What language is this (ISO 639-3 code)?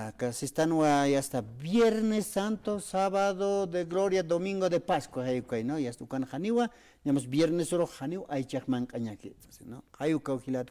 aym